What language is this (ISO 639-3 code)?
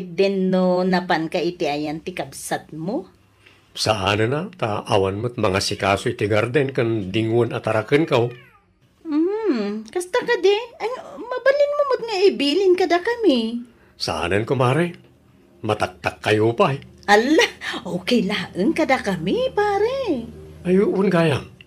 ilo